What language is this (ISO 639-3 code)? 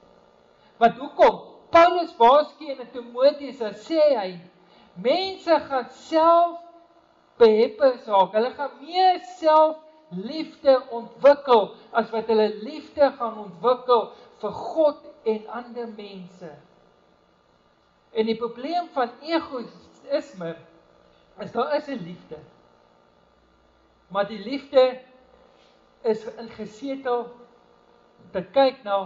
afr